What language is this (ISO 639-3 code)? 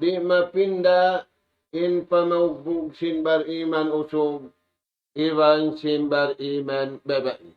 tsg